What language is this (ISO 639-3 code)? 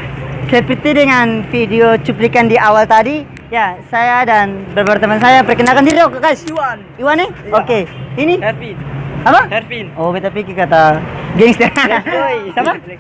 abs